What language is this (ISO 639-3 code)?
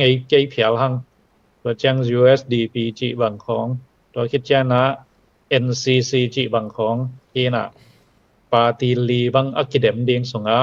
ctd